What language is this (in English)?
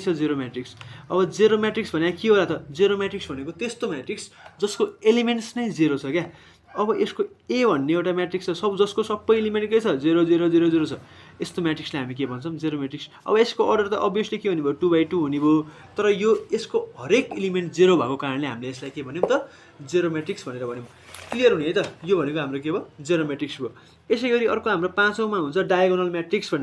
Nepali